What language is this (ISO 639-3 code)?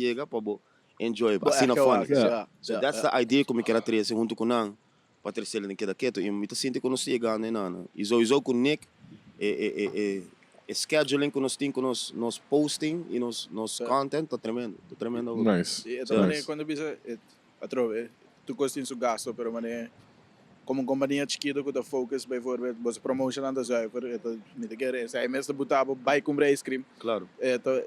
pap